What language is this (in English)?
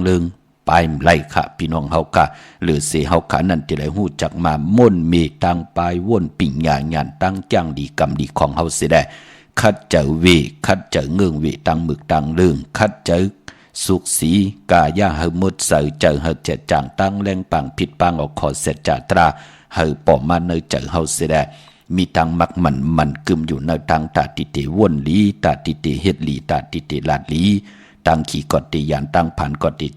Shan